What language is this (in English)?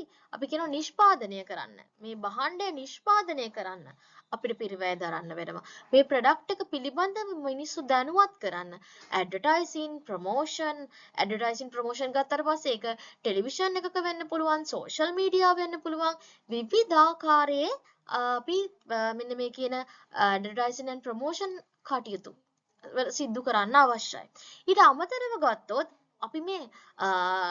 Sinhala